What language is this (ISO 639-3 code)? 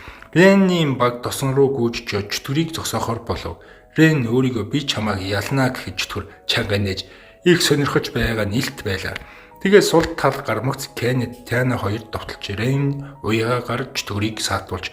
mon